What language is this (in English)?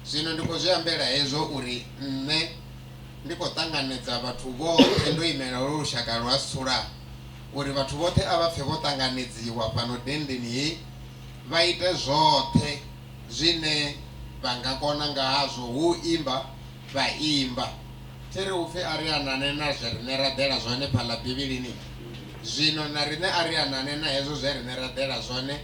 Venda